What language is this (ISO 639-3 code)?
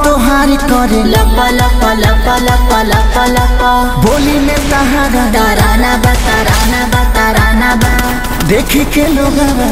bho